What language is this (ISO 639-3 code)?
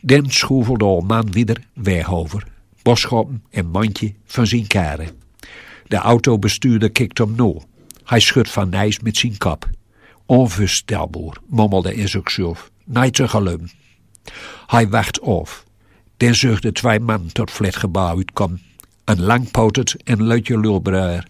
gos